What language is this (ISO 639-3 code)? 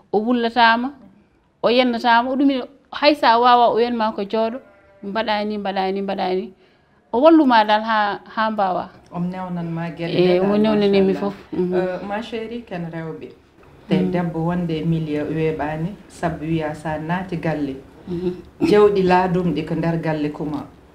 ful